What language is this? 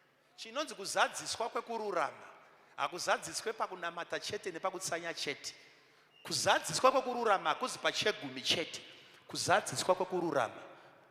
Shona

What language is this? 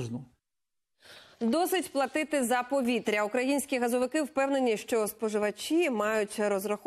Ukrainian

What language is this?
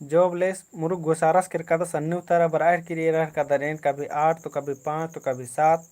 Kurukh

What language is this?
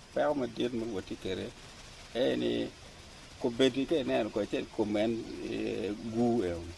Acoli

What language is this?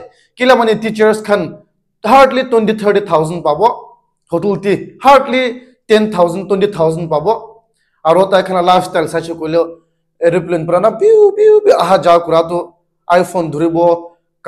Naga Pidgin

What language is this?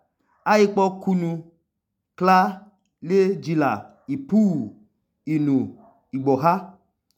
Idoma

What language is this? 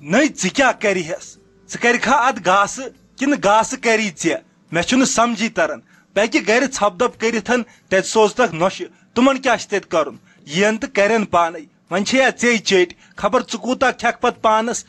Kashmiri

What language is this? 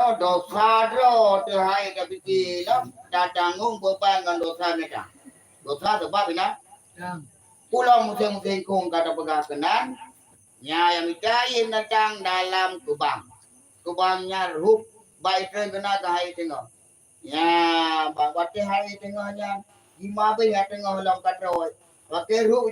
Achinese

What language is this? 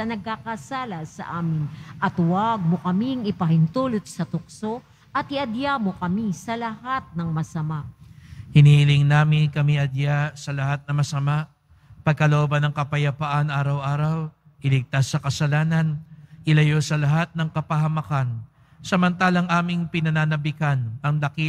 Filipino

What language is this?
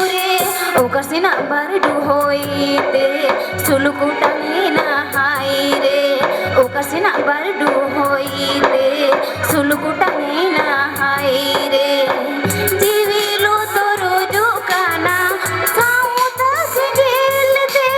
Santali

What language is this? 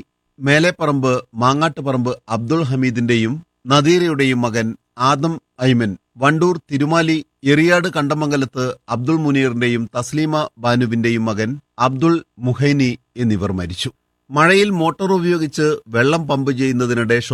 Malayalam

